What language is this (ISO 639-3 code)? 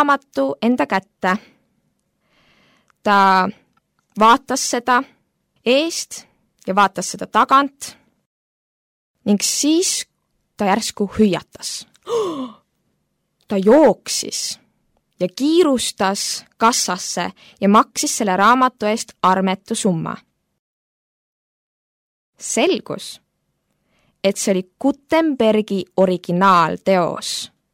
est